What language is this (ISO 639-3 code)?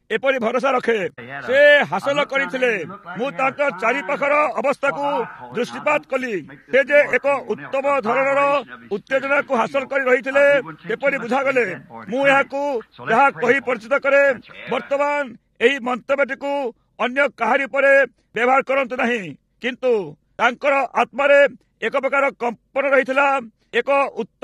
ori